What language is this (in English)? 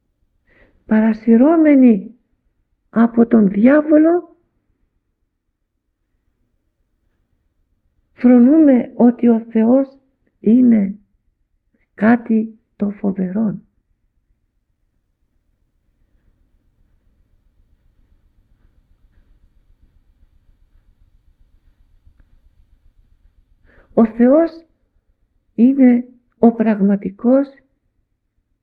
Greek